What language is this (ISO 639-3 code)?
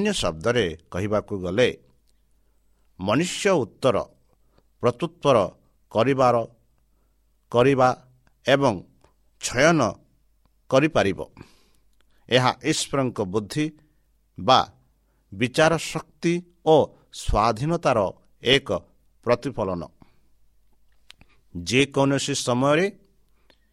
ori